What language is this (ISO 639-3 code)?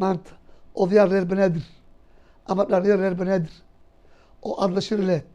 som